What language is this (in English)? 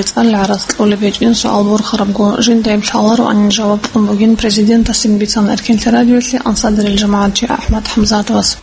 Avaric